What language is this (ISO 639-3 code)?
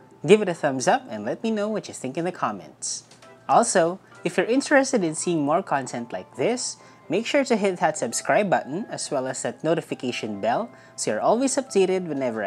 eng